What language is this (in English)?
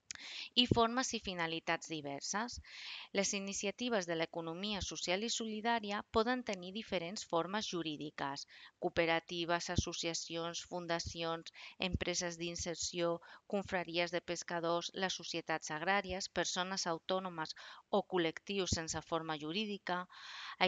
Catalan